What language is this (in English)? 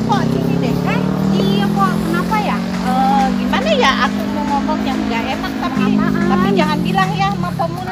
Betawi